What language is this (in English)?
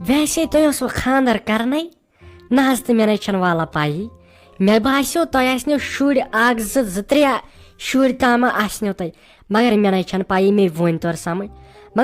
Kashmiri